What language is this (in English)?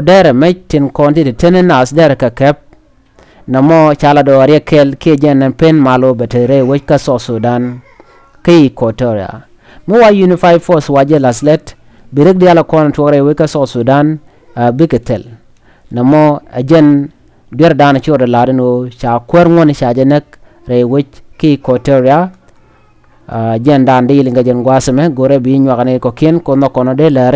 Nuer